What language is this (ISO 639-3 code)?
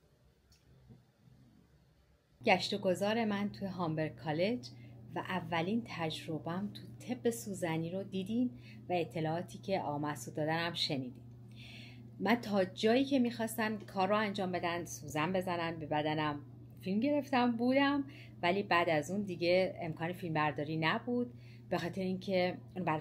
fas